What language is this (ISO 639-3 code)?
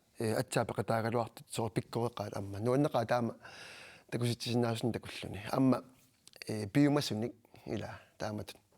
kal